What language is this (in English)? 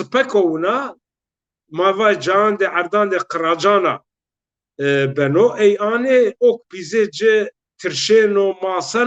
Zaza